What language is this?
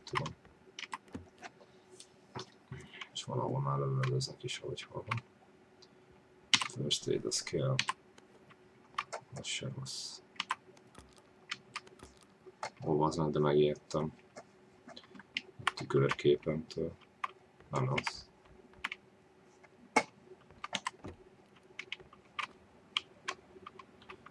Hungarian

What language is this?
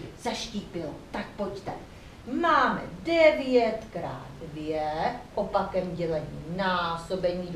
Czech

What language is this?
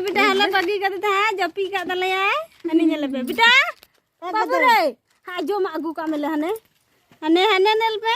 Santali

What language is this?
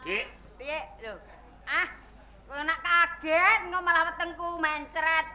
Javanese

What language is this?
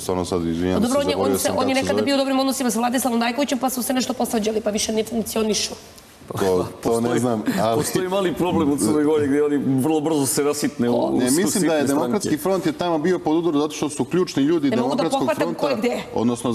Serbian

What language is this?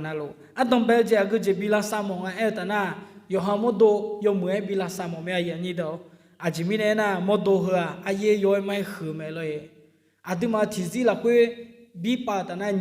Akha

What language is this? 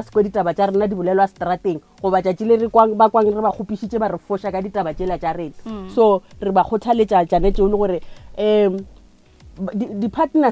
Northern Sotho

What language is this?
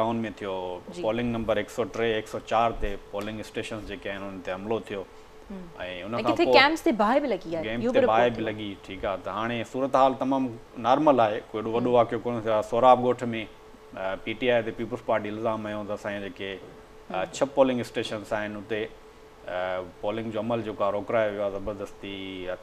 Sindhi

